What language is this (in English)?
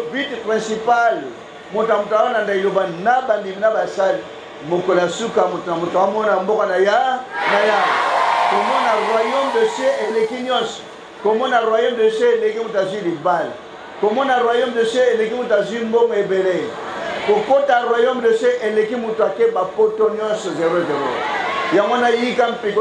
Lingala